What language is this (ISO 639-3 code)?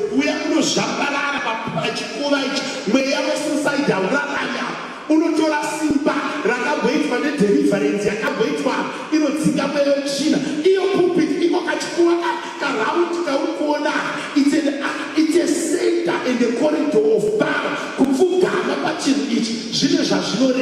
sna